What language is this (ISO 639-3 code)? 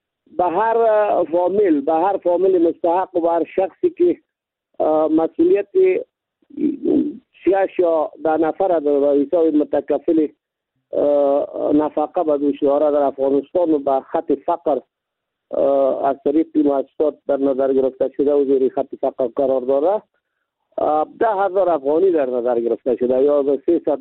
fas